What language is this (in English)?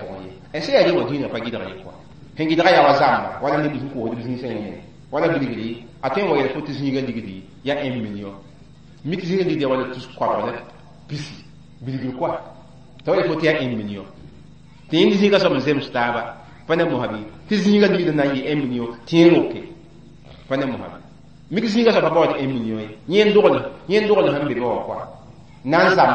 Mossi